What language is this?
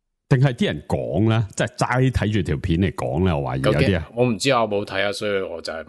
Cantonese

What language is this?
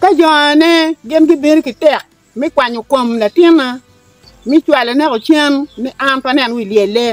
Acoli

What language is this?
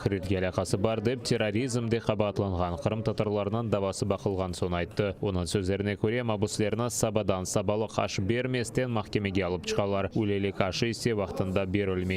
Crimean Tatar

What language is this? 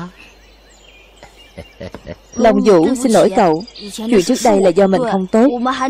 Vietnamese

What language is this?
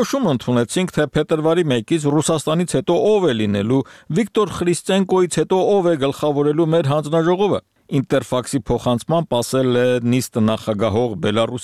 Armenian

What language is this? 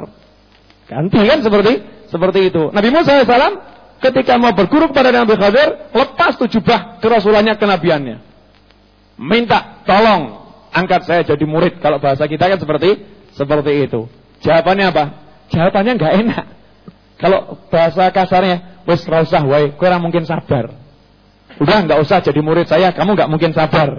Indonesian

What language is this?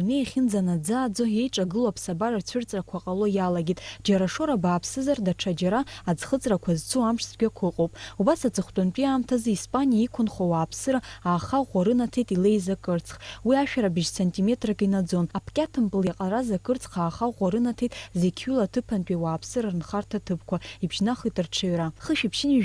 Abkhazian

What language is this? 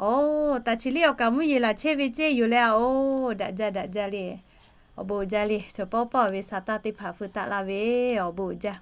Lahu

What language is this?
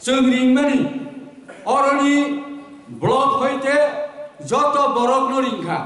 Kok Borok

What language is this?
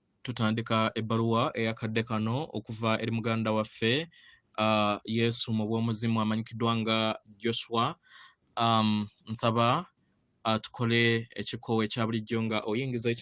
Ganda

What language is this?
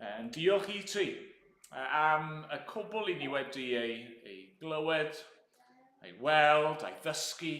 Welsh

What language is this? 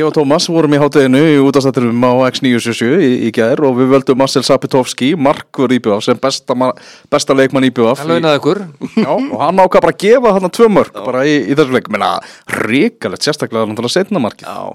Icelandic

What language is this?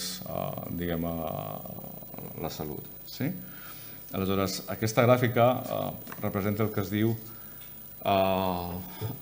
Catalan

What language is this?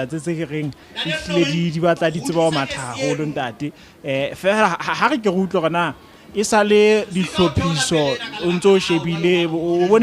Southern Sotho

